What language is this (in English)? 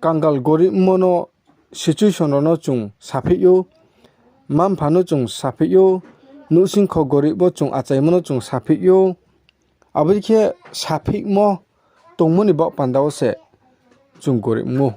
Riang (India)